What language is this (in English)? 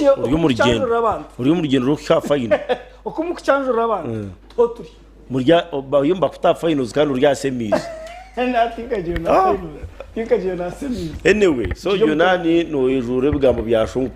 Nyankole